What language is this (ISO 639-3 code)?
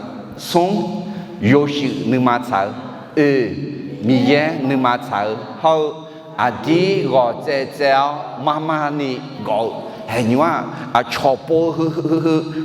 ahk